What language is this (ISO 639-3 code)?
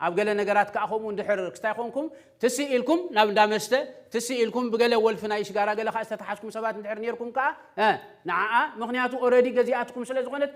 tir